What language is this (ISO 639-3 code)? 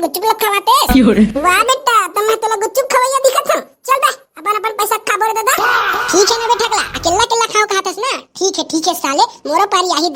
hne